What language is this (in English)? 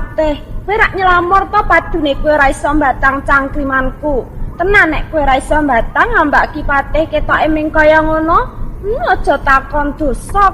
Javanese